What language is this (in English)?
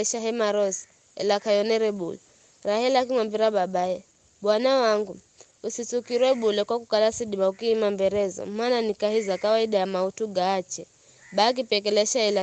Giryama